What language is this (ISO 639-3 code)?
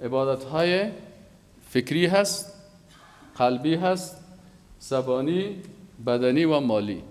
fas